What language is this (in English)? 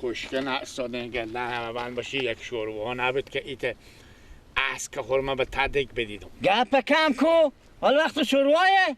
Persian